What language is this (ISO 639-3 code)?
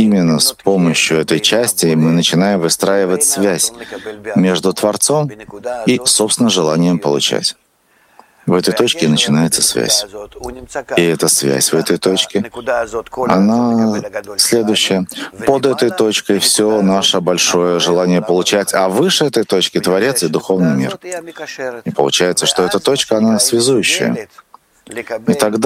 rus